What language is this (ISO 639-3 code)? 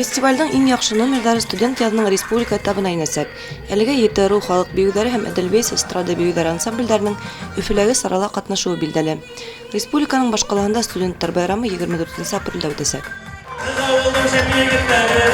bak